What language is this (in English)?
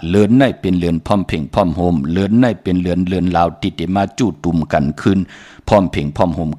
Shan